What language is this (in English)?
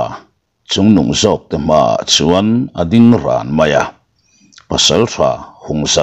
Mizo